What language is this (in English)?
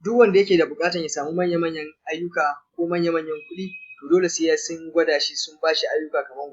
Hausa